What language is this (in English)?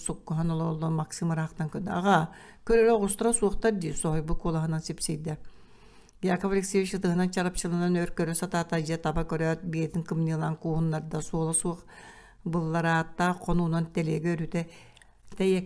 Yakut